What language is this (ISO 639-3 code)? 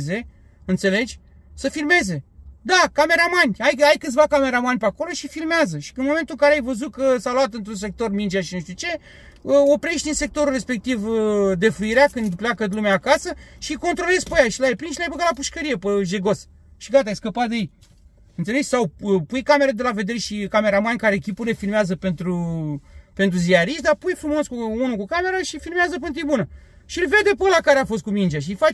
ron